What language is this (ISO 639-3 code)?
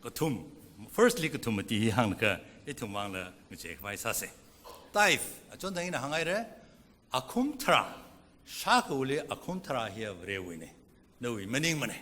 nmf